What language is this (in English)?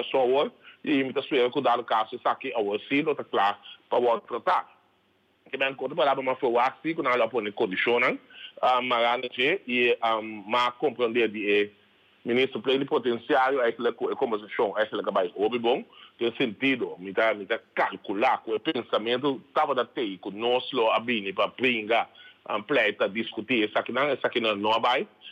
Papiamento